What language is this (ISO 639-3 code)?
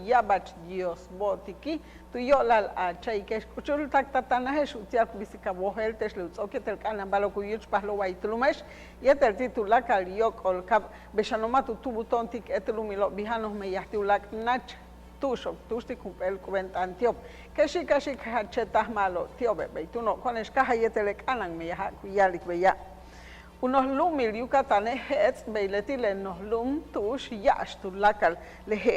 yua